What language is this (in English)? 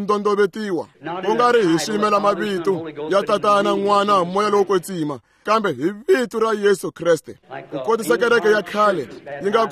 Tsonga